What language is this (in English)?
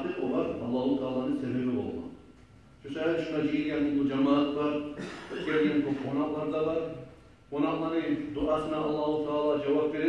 Kumyk